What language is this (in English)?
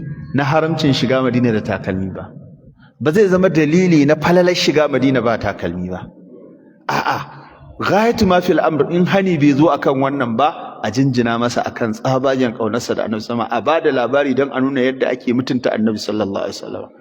Hausa